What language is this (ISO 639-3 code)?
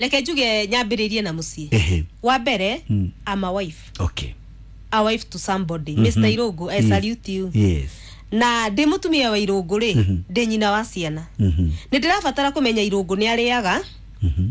kik